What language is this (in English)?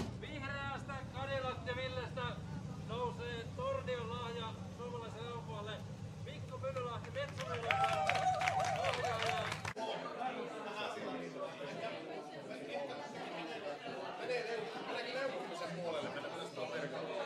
Finnish